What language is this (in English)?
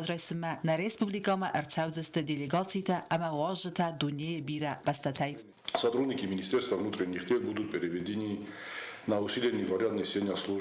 Ossetic